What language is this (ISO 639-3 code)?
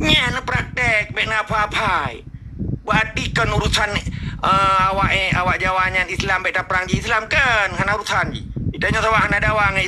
ace